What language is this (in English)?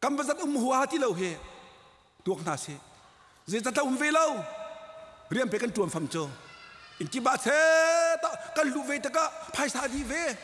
Hakha Chin